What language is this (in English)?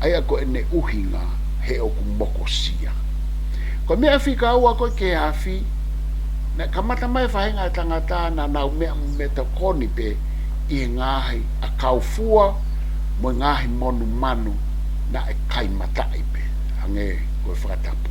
Tongan